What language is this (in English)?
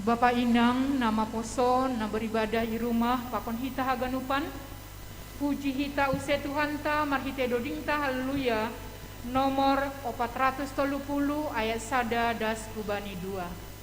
Batak Simalungun